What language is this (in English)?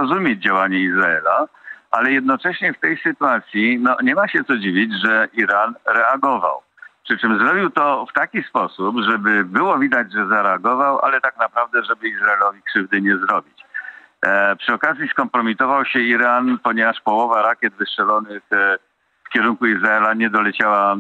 Polish